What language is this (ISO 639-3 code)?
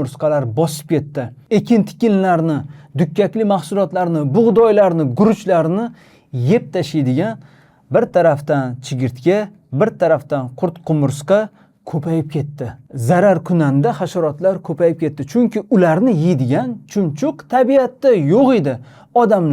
uzb